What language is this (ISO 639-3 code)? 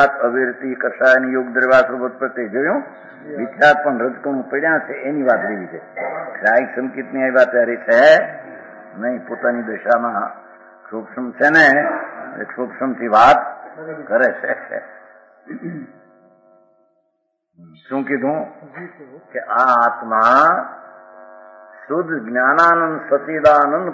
guj